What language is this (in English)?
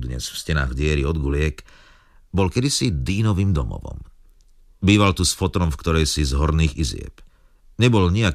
Slovak